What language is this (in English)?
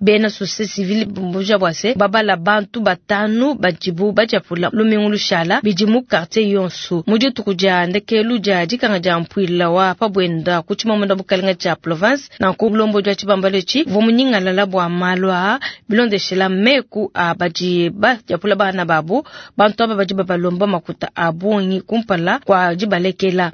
Luba-Lulua